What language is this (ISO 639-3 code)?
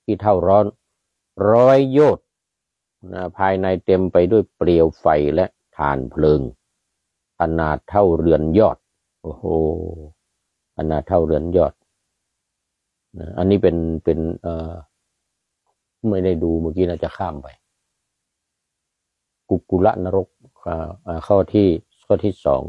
tha